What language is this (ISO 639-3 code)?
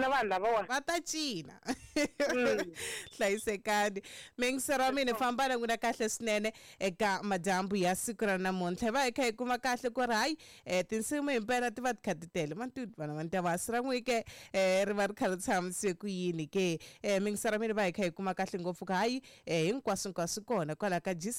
tso